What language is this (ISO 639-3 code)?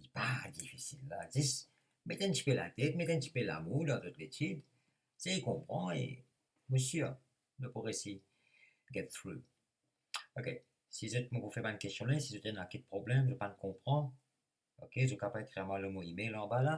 mfe